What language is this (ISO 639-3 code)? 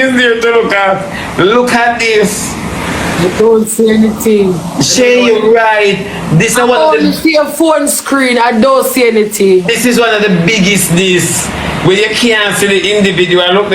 jam